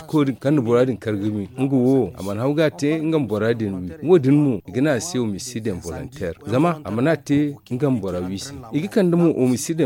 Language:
Zarma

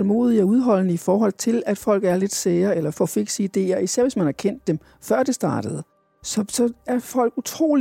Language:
Danish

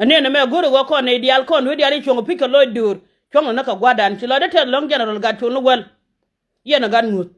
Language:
Nuer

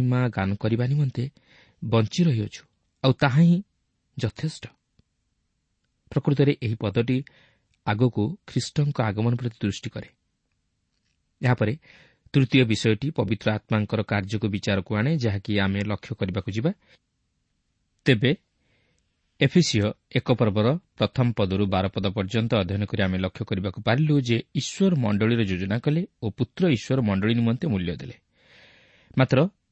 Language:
Odia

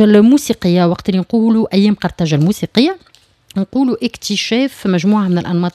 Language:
Tunisian Arabic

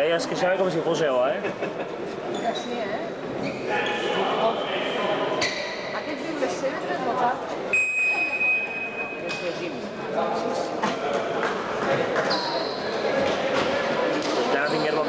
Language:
Catalan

